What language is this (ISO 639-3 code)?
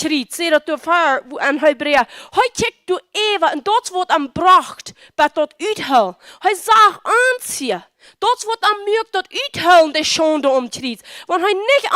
pdt